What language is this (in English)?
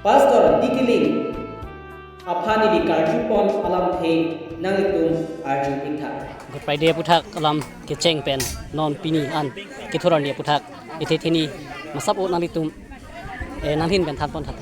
Karbi